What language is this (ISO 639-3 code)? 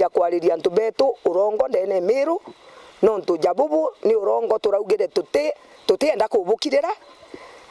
mer